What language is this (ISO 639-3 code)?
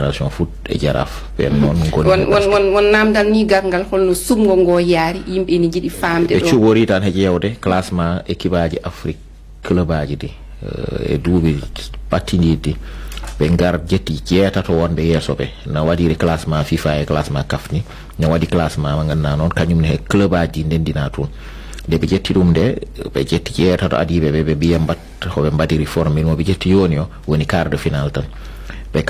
ful